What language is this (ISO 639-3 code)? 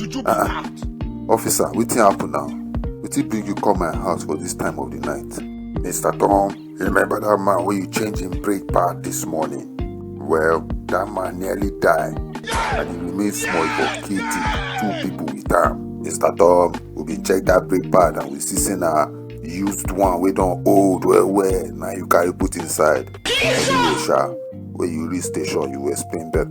pcm